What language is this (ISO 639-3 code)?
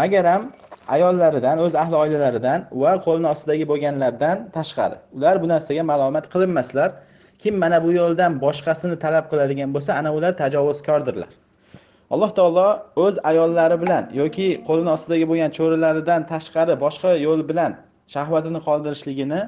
uzb